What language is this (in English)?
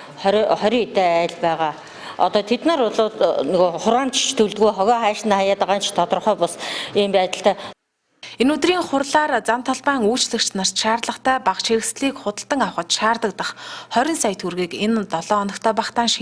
Mongolian